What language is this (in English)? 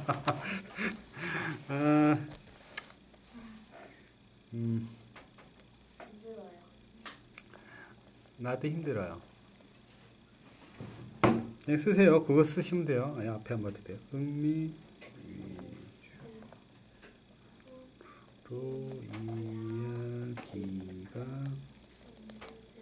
Korean